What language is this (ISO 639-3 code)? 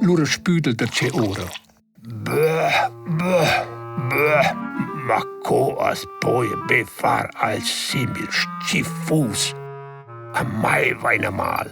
roh